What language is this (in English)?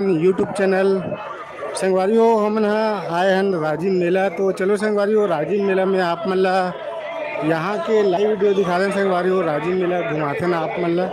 Chhattisgarhi